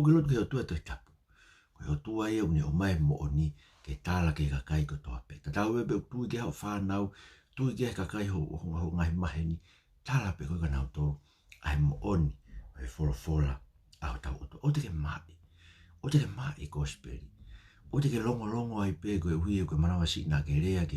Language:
Tongan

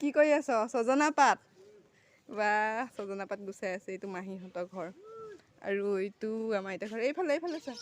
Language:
Assamese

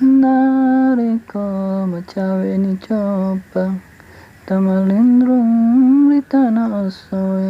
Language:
Buginese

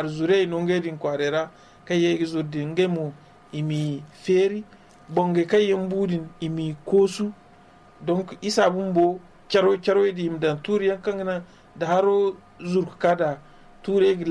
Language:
Zarma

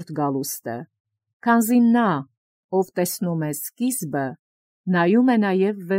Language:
Armenian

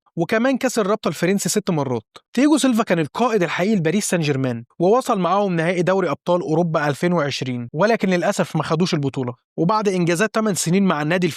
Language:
Egyptian Arabic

